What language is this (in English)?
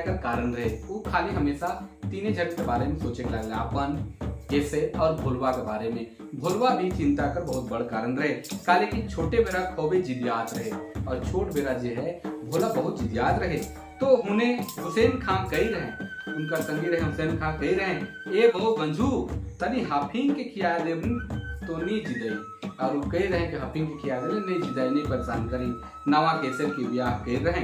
Sadri